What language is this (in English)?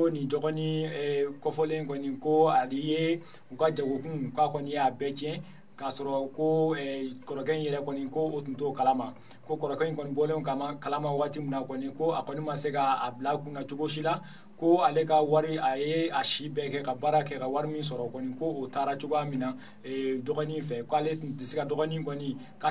Bambara